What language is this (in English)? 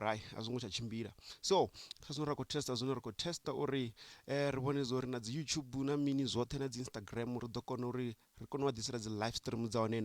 Venda